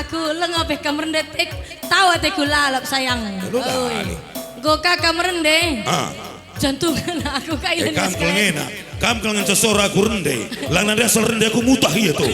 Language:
Batak Karo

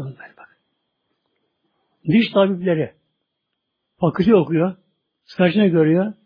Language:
Turkish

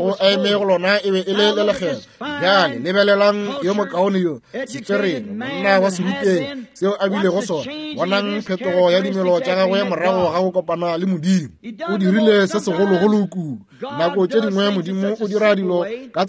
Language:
Northern Sotho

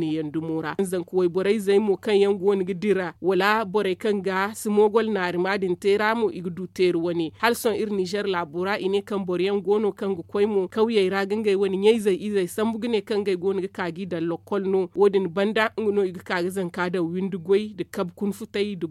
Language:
Zarma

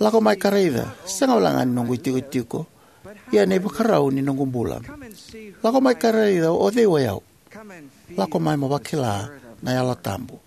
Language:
Fijian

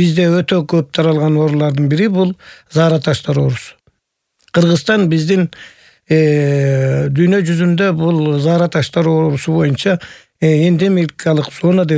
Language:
Kyrgyz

